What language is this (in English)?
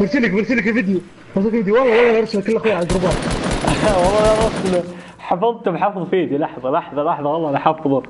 Gulf Arabic